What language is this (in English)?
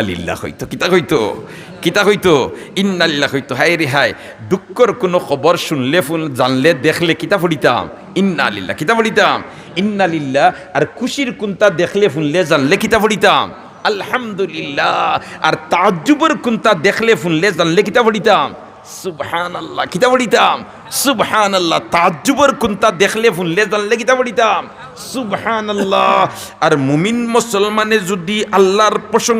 Sylheti